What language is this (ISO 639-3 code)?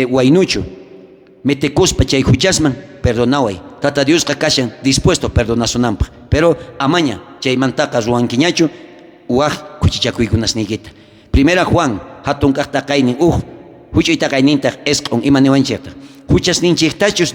quh